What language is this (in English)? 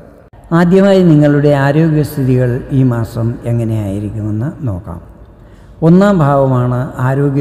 Malayalam